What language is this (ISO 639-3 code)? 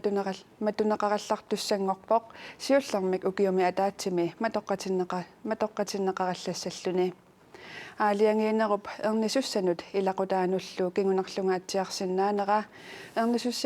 kal